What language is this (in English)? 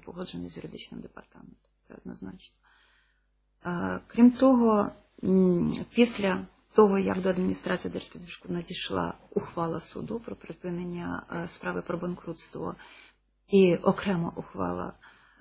Ukrainian